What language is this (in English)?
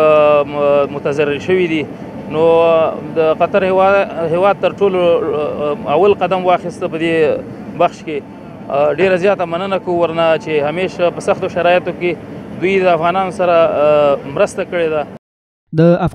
Pashto